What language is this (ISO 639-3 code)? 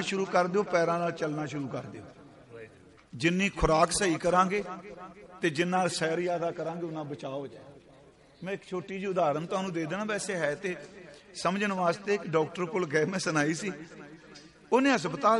pan